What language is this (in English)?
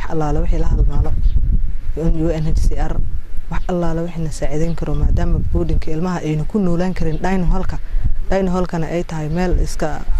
Somali